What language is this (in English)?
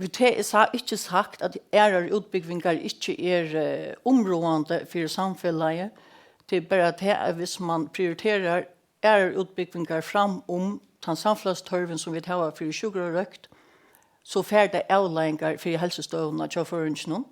Faroese